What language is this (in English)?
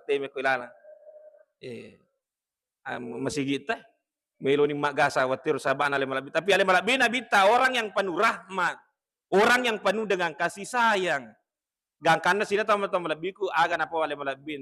Buginese